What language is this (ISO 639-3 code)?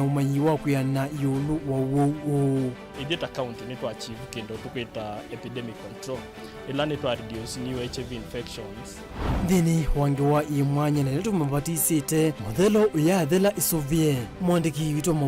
kam